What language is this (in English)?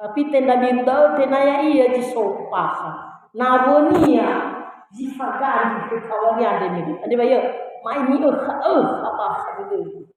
Nias